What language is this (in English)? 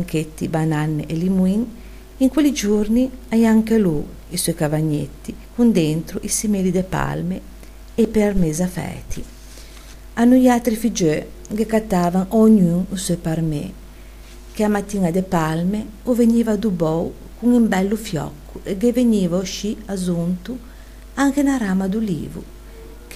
Ligurian